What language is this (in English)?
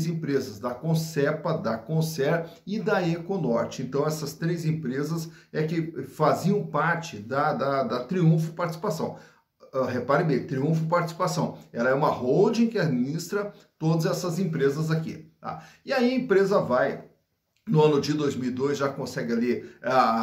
Portuguese